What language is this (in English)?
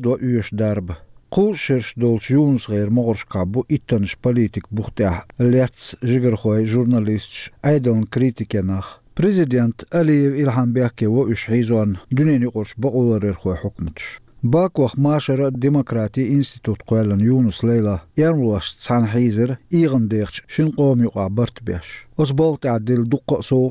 Chechen